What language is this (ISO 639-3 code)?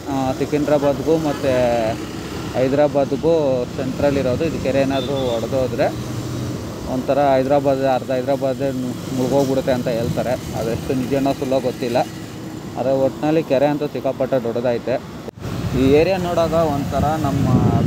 kan